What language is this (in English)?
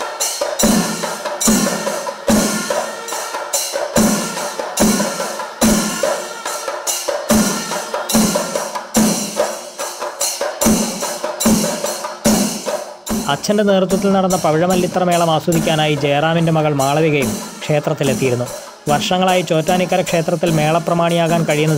Malayalam